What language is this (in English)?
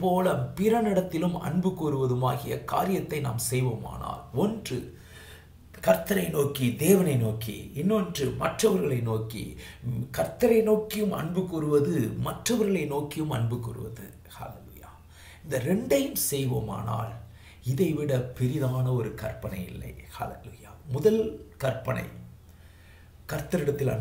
Tamil